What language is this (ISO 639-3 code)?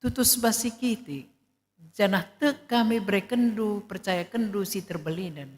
btx